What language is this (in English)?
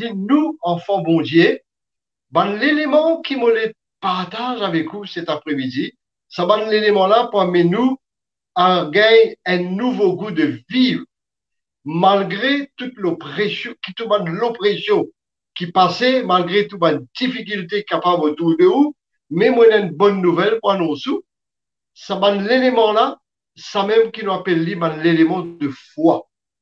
Morisyen